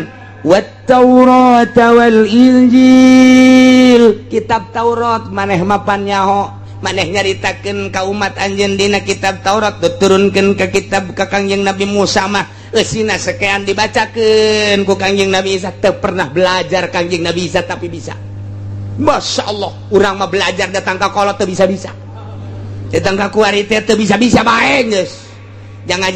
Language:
Sundanese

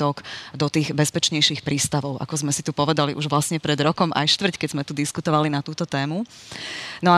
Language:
Slovak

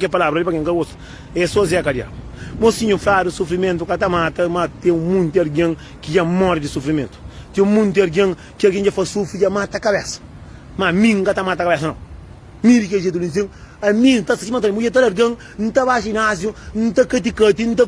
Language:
Kabuverdianu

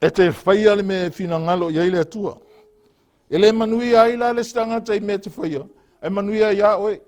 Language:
Samoan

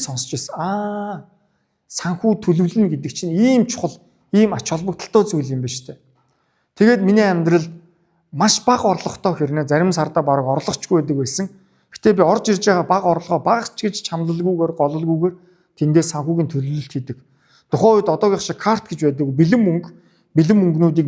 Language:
Mongolian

